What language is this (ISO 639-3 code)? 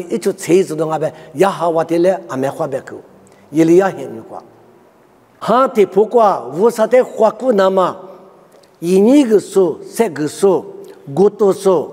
lis